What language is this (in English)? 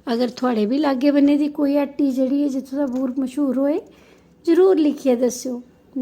Dogri